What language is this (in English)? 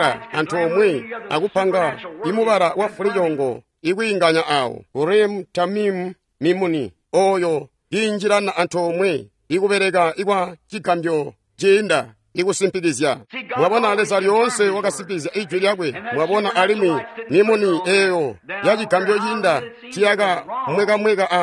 Tonga (Zambia)